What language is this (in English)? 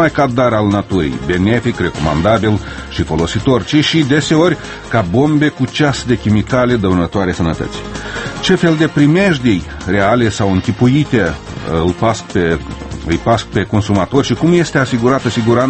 Romanian